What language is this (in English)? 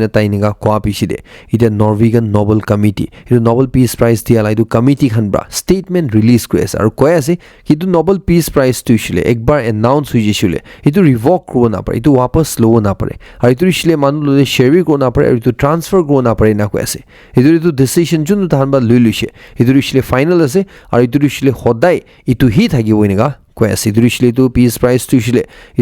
Naga Pidgin